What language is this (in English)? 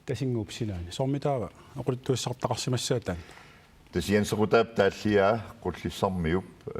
Kalaallisut